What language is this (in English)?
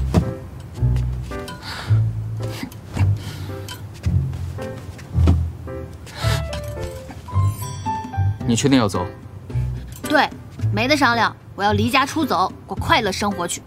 Chinese